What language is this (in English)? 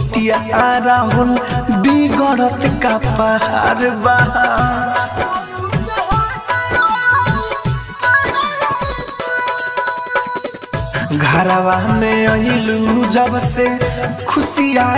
Bhojpuri